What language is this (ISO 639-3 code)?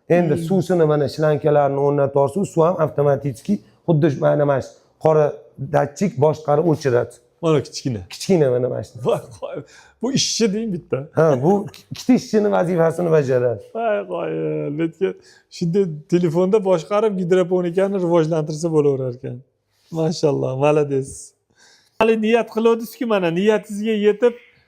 uzb